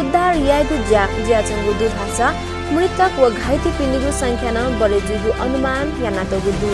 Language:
Newari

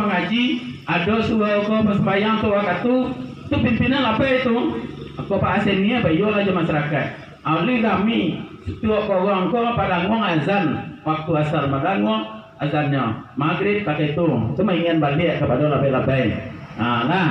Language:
Minangkabau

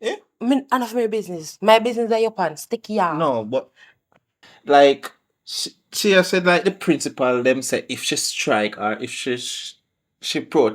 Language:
Jamaican Creole English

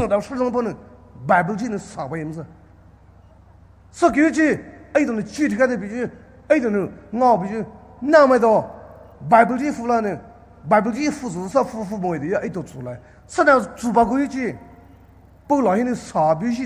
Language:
Poumei Naga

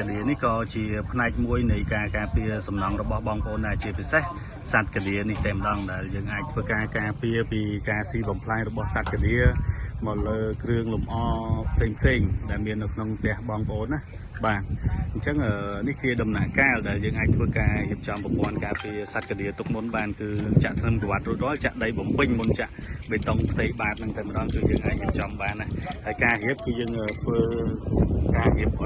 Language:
Khmer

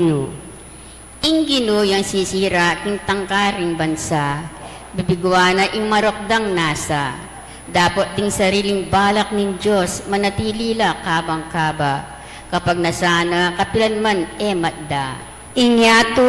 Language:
Pampanga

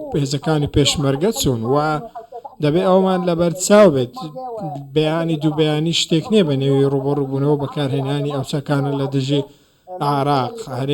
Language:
Central Kurdish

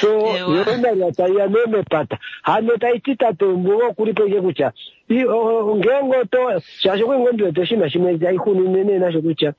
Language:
Kuanyama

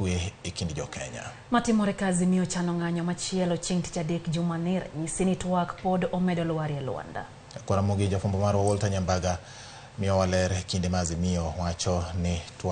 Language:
Luo (Kenya and Tanzania)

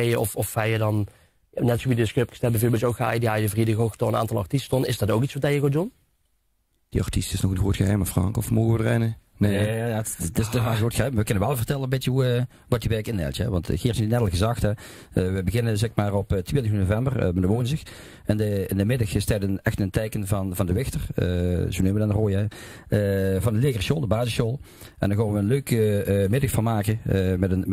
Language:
Limburgish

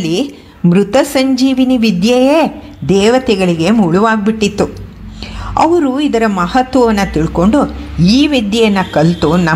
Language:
Kannada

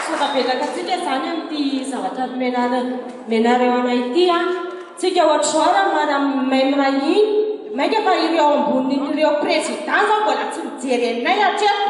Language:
Malagasy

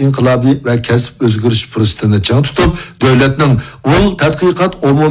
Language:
Uyghur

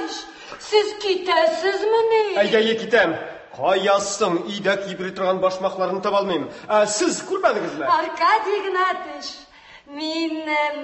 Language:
Tatar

